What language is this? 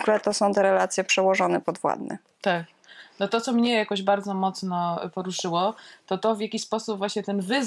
Polish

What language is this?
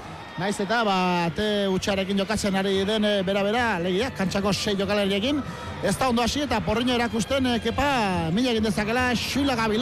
Basque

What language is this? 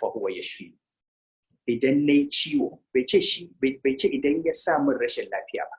Hausa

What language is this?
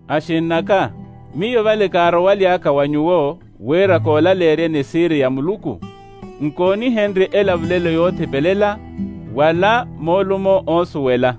Makhuwa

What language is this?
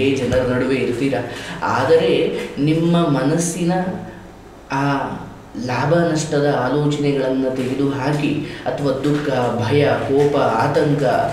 Kannada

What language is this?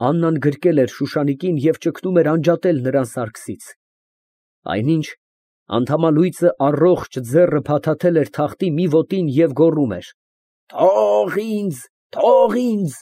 Armenian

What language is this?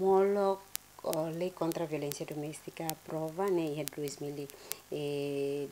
Tetum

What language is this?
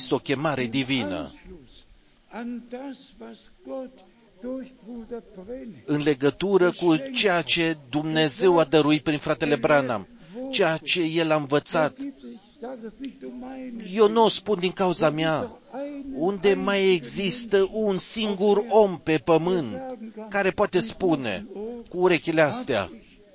Romanian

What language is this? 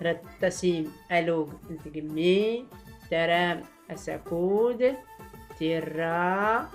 Tachelhit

